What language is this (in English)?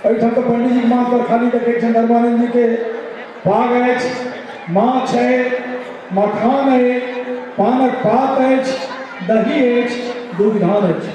Maithili